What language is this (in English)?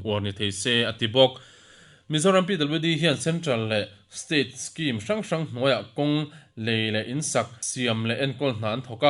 Mizo